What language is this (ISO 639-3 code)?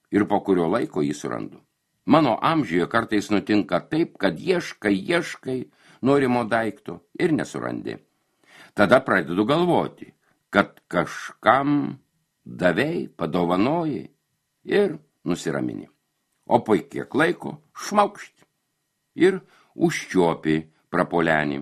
lit